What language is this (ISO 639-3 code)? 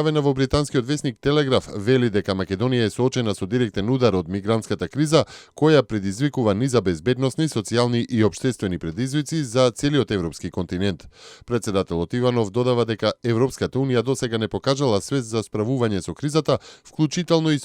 mkd